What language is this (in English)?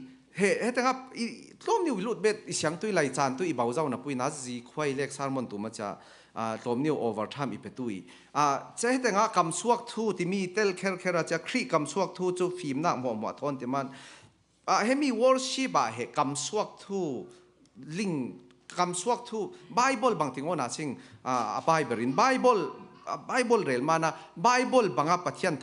Falam Chin